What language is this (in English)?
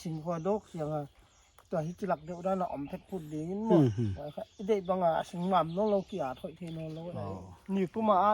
Paite Chin